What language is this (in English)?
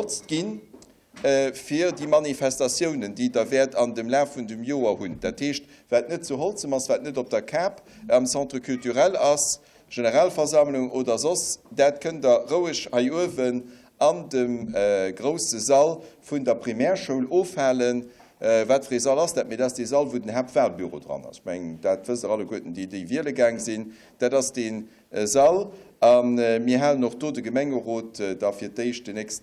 Luxembourgish